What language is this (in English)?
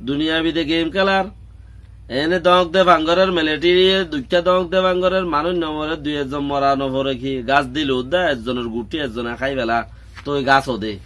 Rohingya